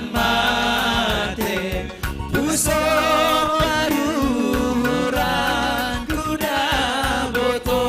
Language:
Batak Simalungun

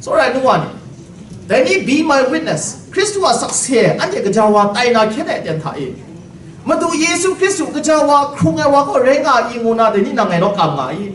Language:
Kachin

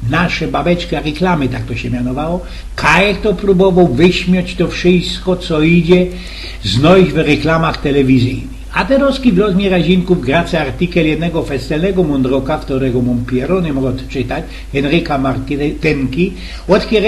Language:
Silesian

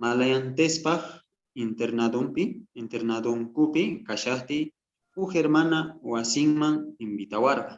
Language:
South Bolivian Quechua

